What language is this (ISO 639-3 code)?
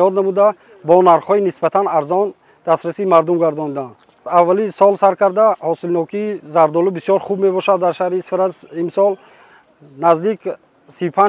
tgk